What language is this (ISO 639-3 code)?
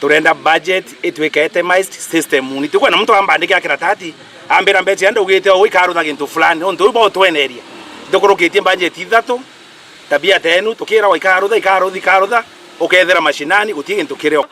mer